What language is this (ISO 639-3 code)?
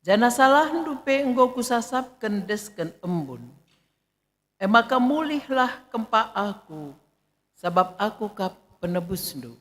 btx